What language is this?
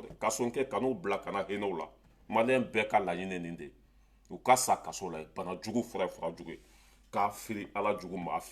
Bambara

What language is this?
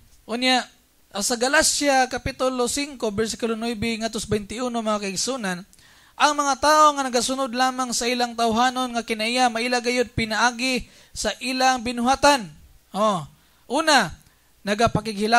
Cebuano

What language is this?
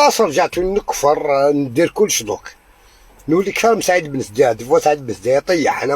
Algerian Arabic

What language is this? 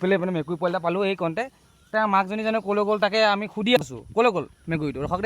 Assamese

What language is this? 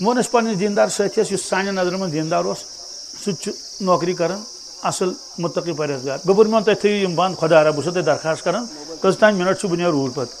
Kashmiri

